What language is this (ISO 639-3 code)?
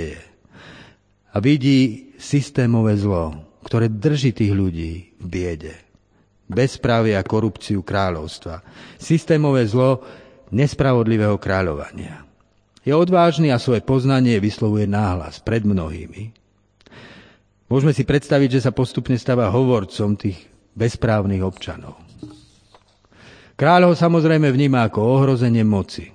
slk